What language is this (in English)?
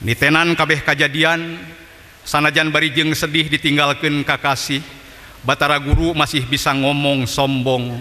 Sundanese